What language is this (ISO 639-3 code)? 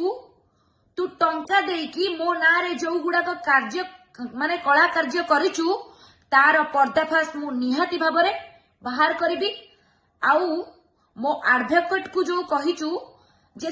ori